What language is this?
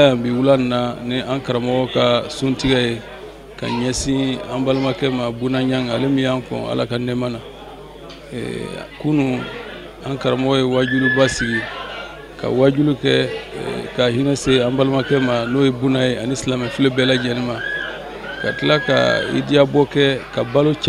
Bambara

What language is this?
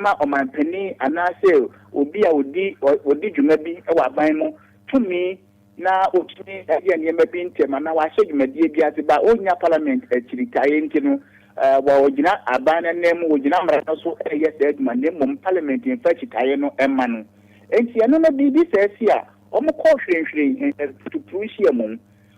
Akan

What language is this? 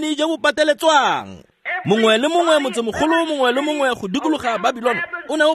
Tswana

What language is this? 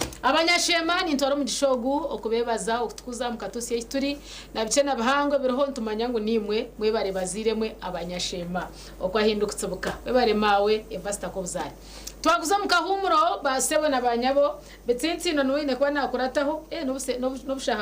Nyankole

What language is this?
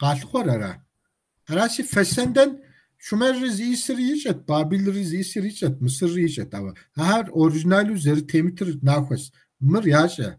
Kabardian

